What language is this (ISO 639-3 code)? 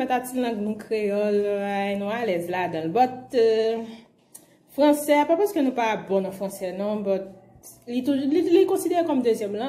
hat